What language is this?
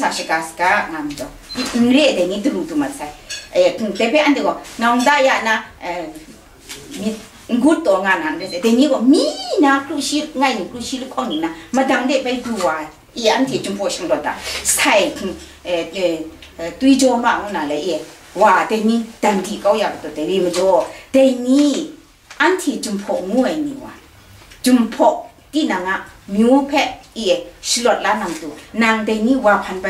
Kachin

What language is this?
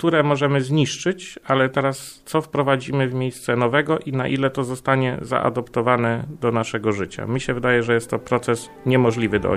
Polish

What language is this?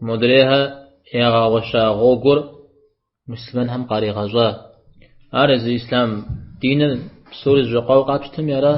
Kabardian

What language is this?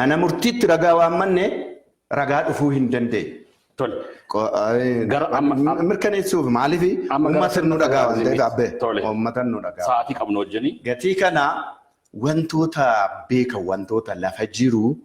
Oromo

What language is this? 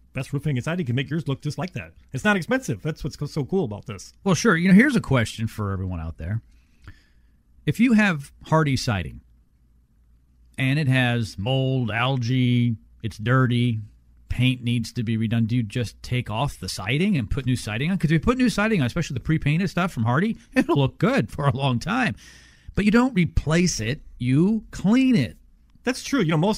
English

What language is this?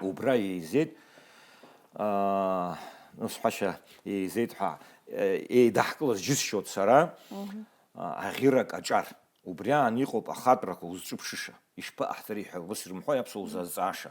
Abkhazian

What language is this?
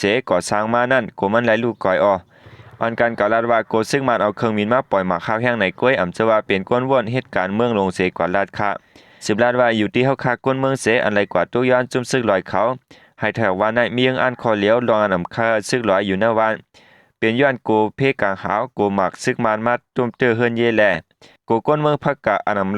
Shan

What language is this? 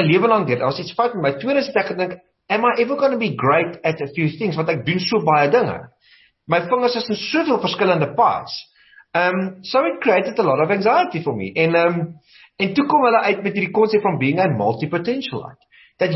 Afrikaans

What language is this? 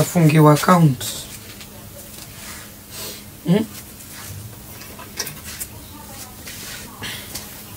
Swahili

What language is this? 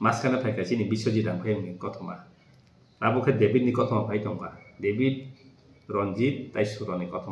Kok Borok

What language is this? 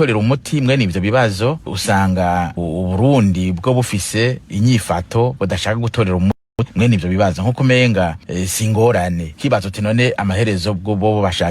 Rundi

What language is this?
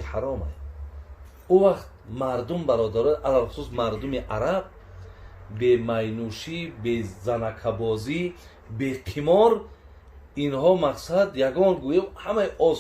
Tajik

